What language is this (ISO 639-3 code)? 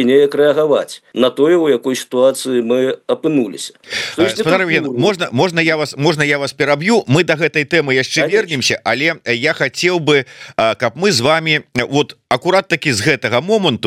bel